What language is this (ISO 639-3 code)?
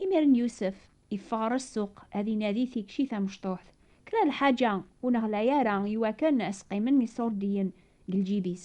kab